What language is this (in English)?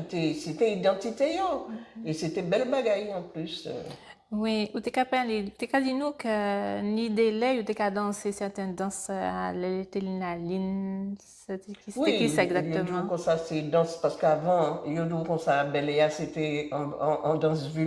Guadeloupean Creole French